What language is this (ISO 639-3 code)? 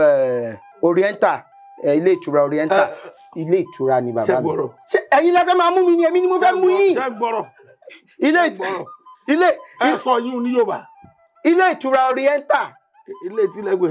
yor